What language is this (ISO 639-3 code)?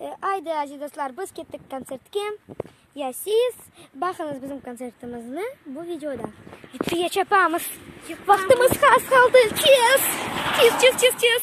crh